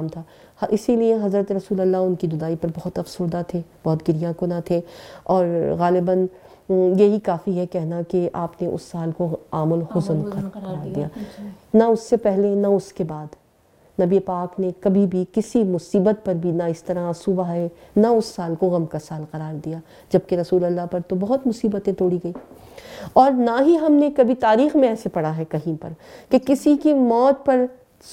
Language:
Urdu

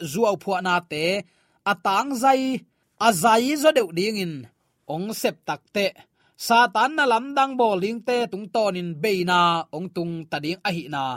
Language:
Tedim Chin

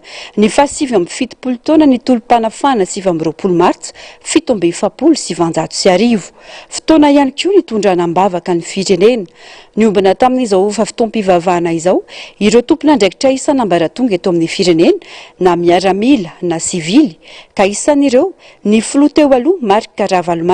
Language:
Malagasy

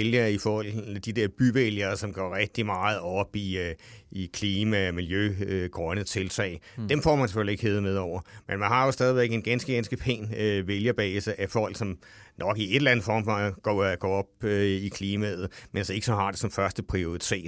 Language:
Danish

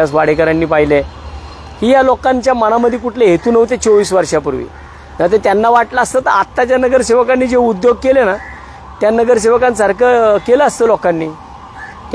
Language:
Marathi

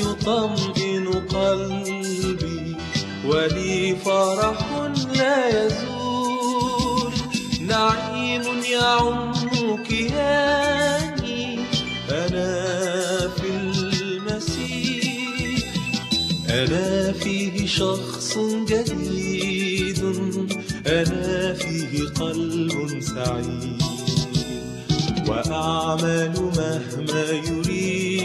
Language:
Arabic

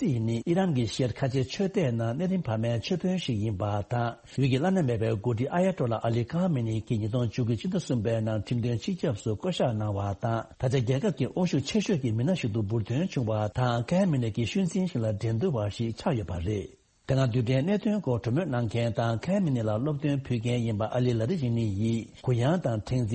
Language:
Tibetan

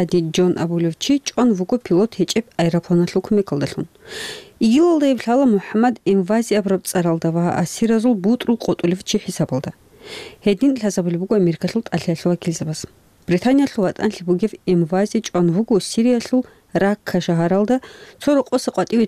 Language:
Avaric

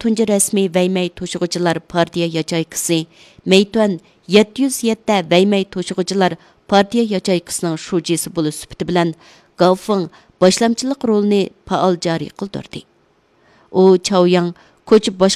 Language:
Uyghur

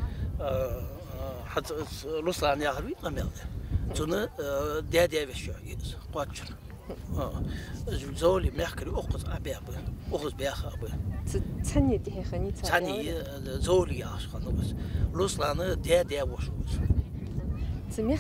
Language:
Ingush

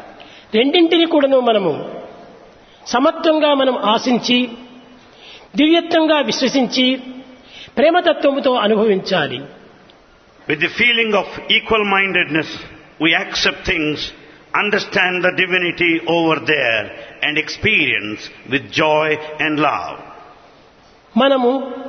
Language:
Telugu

